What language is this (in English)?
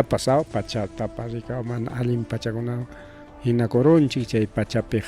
Ayacucho Quechua